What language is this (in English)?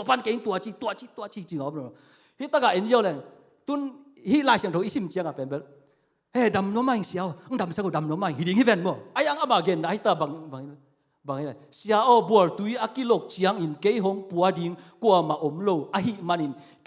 Tedim Chin